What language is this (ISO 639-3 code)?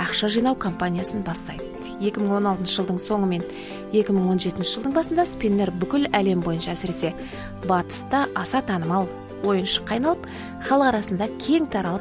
kaz